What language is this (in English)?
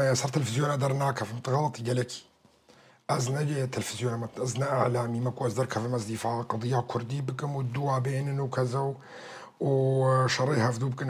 Kurdish